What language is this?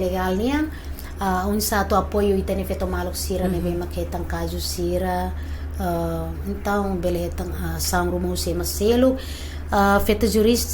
Tetum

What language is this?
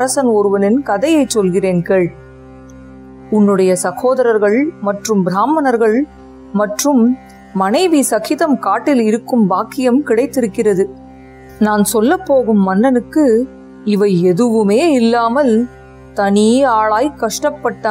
Tamil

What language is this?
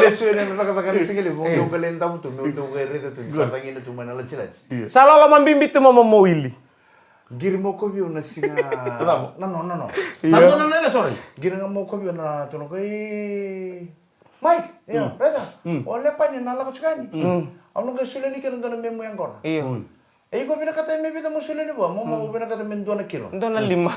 Fijian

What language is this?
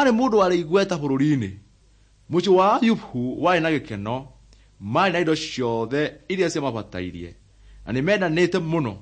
Kikuyu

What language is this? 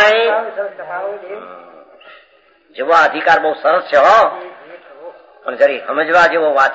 Gujarati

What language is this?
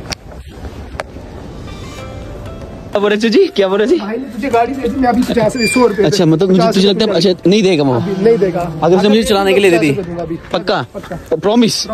Hindi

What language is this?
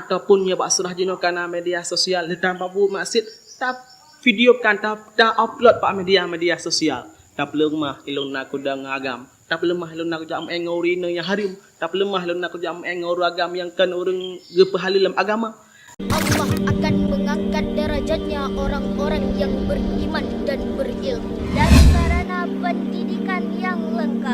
Achinese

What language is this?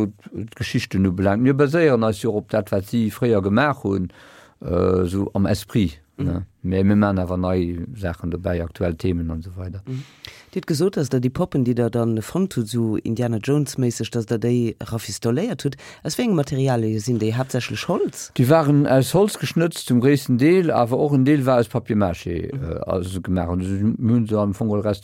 Luxembourgish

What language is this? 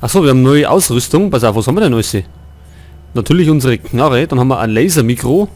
Bavarian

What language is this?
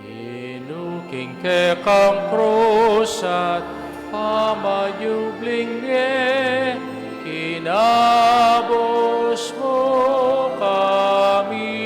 Pampanga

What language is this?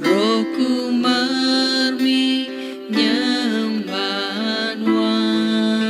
Iban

